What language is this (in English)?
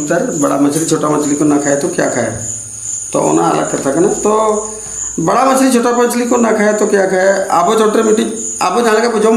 Santali